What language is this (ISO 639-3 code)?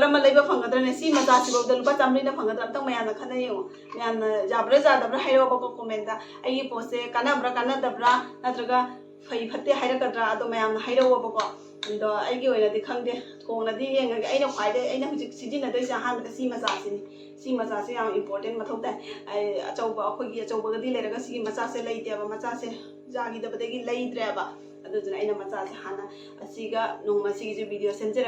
mni